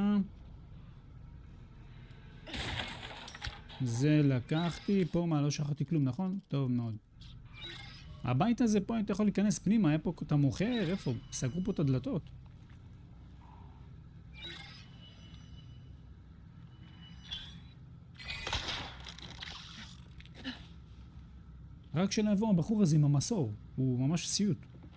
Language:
Hebrew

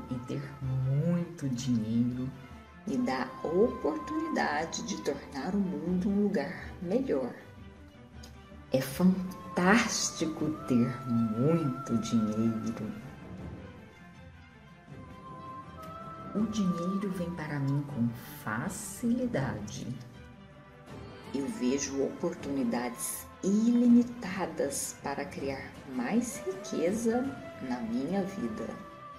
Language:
Portuguese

